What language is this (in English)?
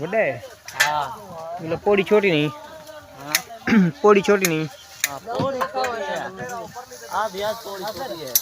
Saraiki